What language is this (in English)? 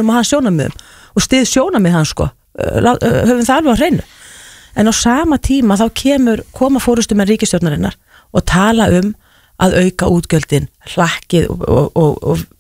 Icelandic